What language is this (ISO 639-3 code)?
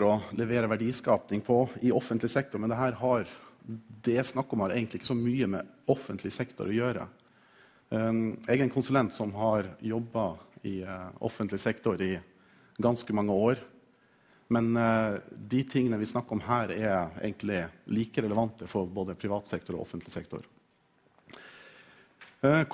nor